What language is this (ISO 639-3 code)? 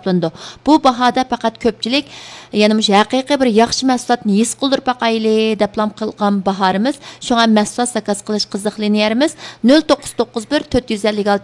uig